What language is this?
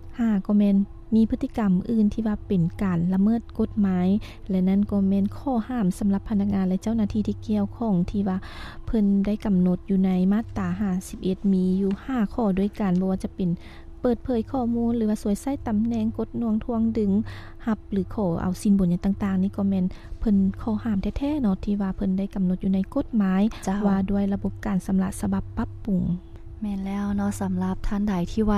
Lao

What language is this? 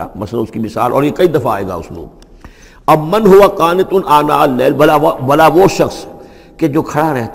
Urdu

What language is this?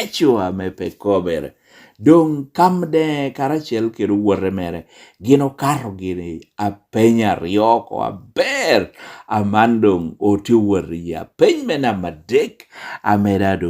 Lango (Uganda)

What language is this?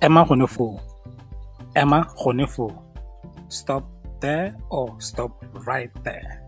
Tswana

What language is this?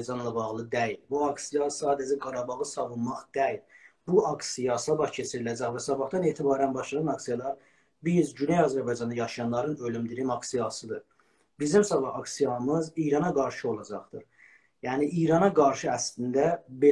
South Azerbaijani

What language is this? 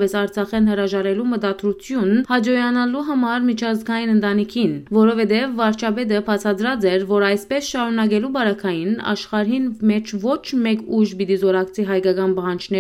Western Armenian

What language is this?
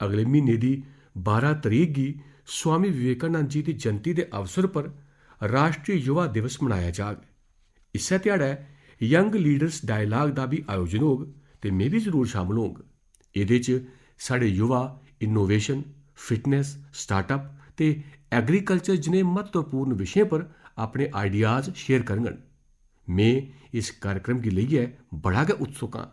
Dogri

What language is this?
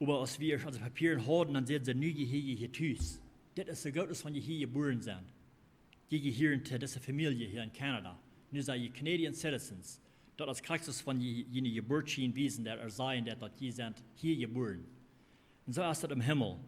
Plautdietsch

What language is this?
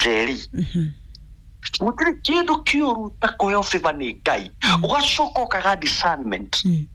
Kikuyu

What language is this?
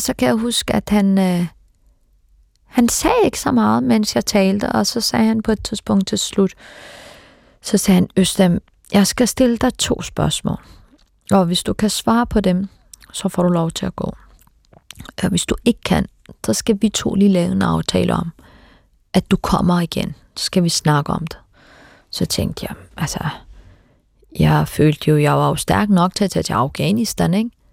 Danish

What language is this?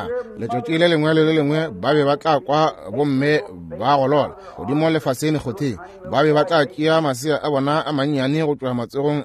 Northern Sotho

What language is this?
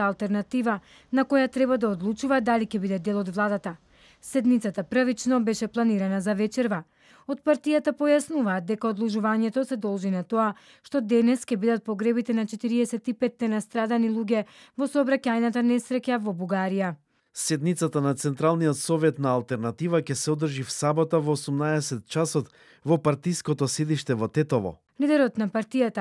Macedonian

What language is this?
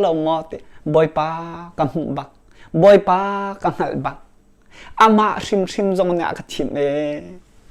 Hakha Chin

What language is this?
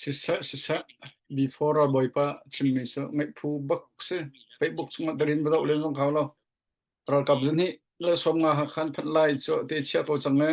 Hakha Chin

